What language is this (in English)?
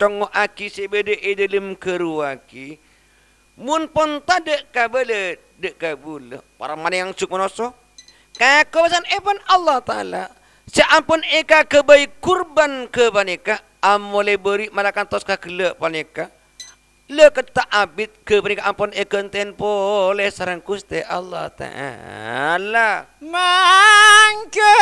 Madurese